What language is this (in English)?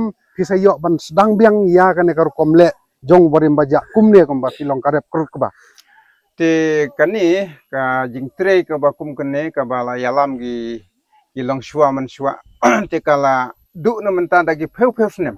Khasi